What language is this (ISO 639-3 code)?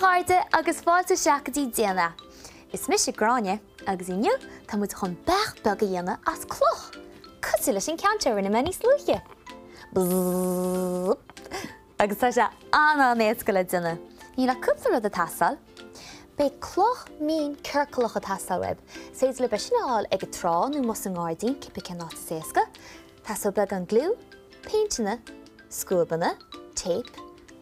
gle